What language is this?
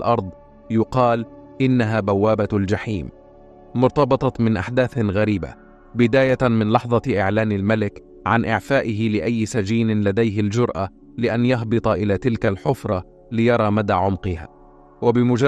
Arabic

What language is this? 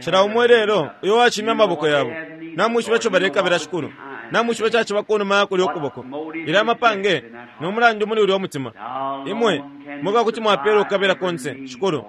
Bemba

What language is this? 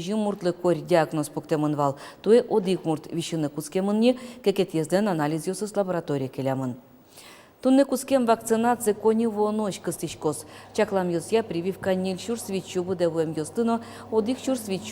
Udmurt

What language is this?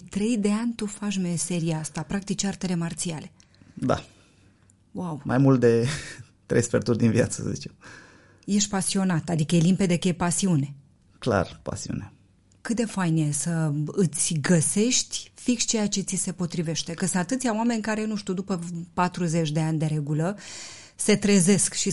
Romanian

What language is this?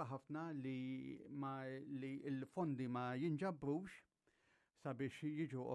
Maltese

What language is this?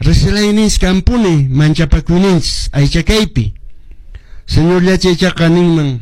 Quechua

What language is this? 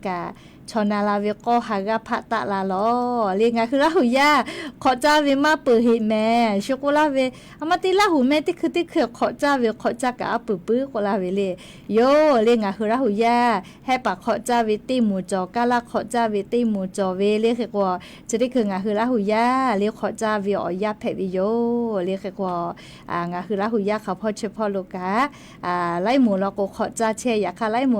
Lahu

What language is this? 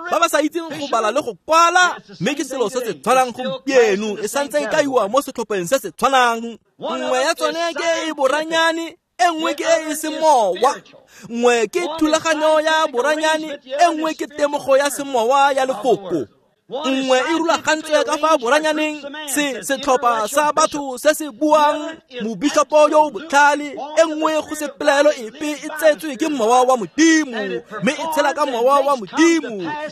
Tswana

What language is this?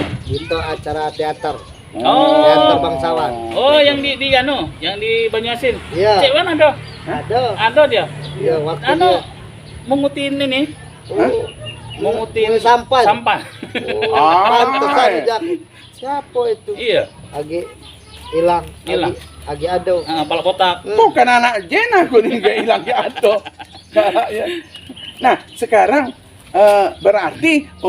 Musi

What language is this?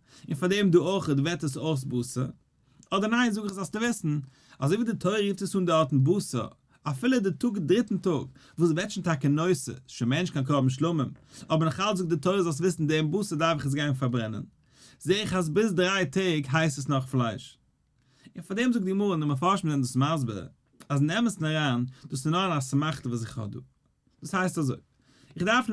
Yiddish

